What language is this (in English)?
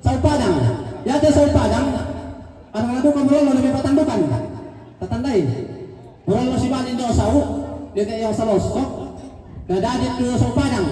Toraja-Sa'dan